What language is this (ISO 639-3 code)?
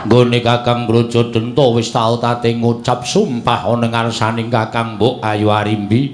jav